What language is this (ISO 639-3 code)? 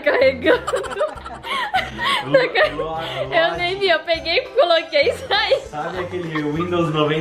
por